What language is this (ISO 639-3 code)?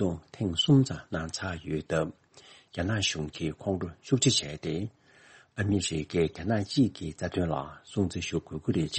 bod